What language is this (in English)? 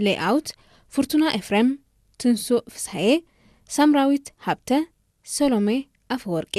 Tigrinya